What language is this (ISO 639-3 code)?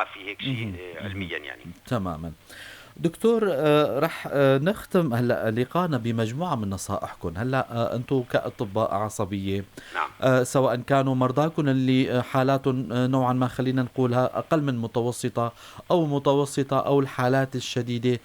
apc